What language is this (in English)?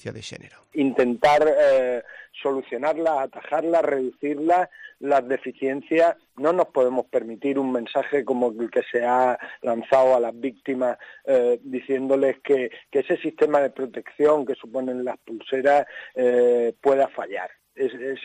Galician